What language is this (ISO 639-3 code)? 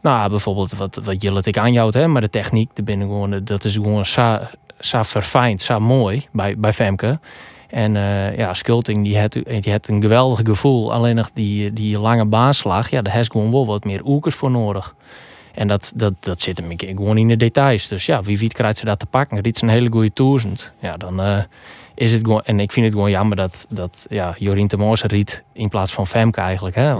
fry